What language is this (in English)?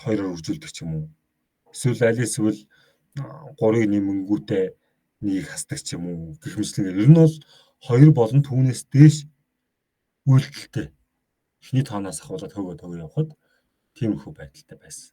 Mongolian